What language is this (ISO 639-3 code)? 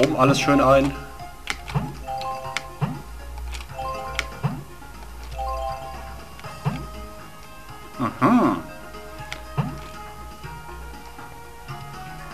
deu